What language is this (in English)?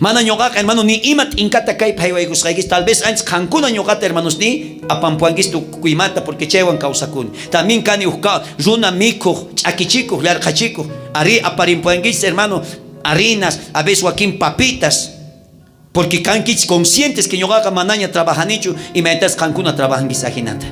South Bolivian Quechua